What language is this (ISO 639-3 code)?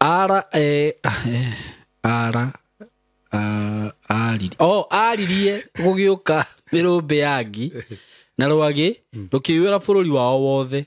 kik